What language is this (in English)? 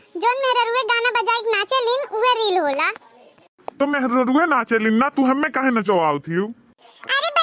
Awadhi